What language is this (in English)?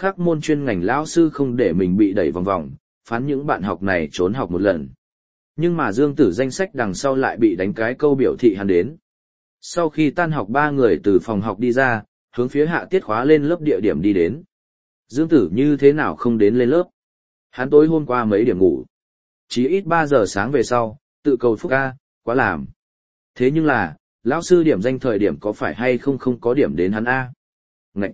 Vietnamese